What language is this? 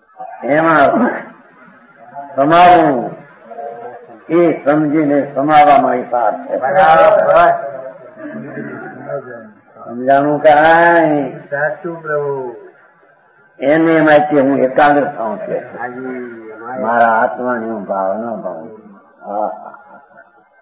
Gujarati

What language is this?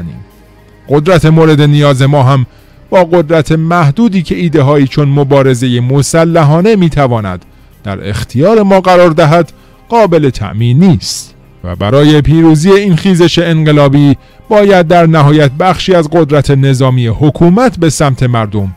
Persian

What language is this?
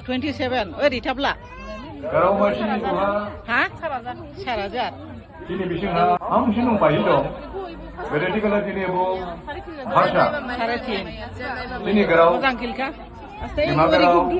Dimasa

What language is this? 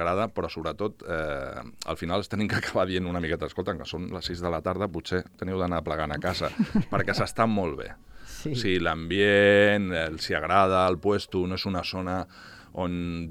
Catalan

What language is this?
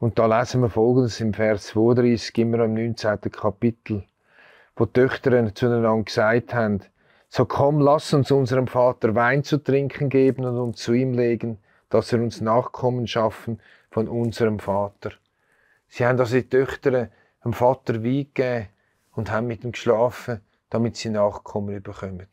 Swiss German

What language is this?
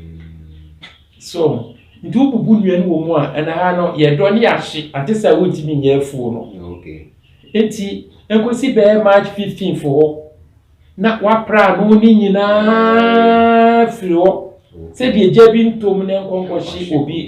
Akan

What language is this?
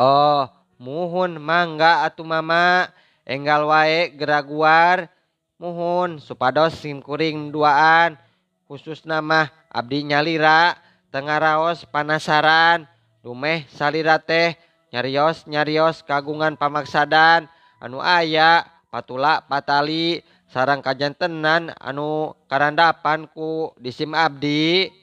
Sundanese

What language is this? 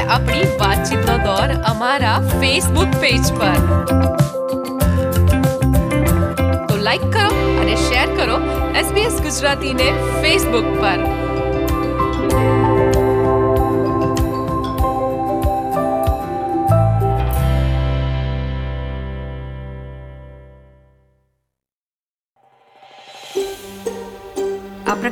Gujarati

